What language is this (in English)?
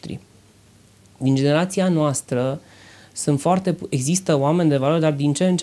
Romanian